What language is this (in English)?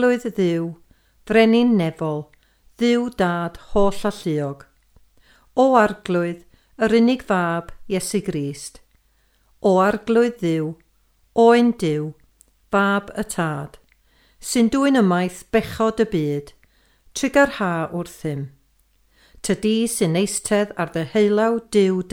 Welsh